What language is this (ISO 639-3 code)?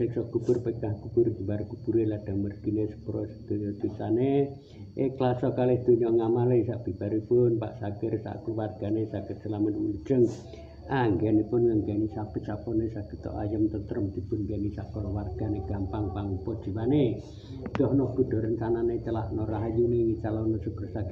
jav